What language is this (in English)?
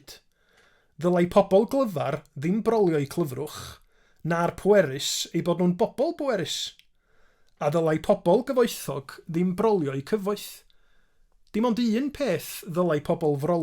Welsh